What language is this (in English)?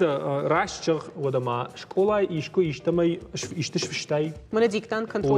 Ossetic